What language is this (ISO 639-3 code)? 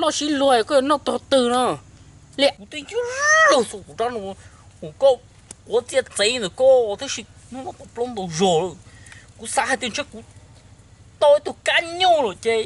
hmn